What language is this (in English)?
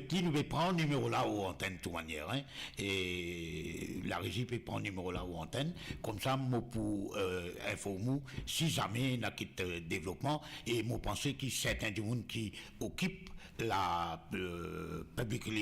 Morisyen